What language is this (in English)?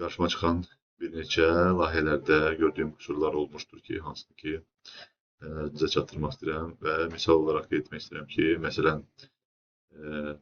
Azerbaijani